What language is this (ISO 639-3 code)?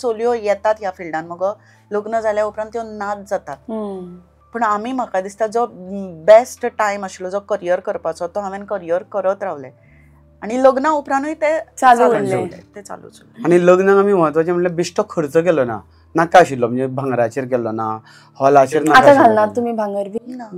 kok